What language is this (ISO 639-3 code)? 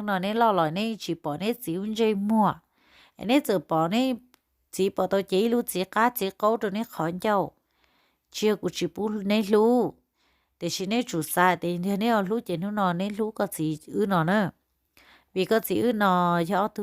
hmn